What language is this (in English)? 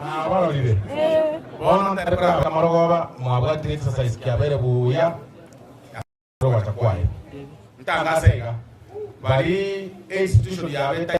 Gusii